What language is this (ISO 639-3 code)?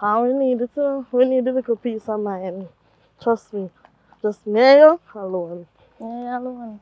jam